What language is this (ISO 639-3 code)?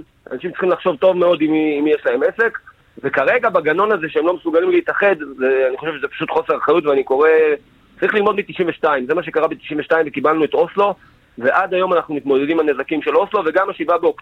heb